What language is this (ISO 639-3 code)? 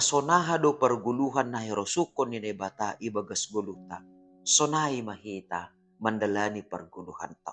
bts